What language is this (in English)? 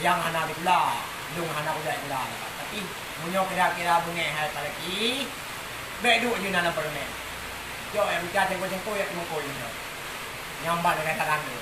Achinese